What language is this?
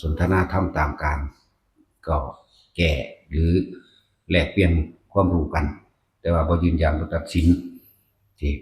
Northeastern Thai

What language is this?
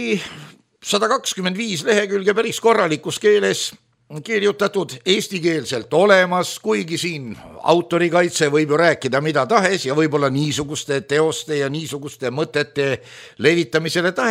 Estonian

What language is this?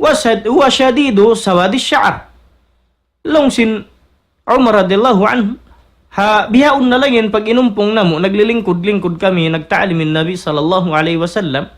Tausug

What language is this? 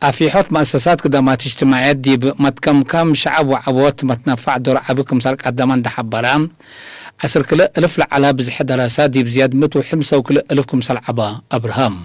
Tigre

